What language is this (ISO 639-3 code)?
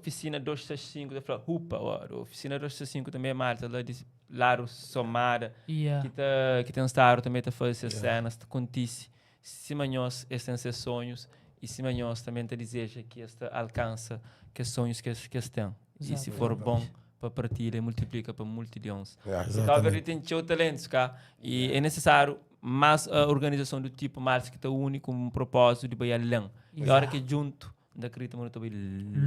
kea